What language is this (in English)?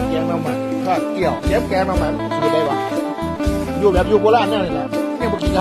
Lao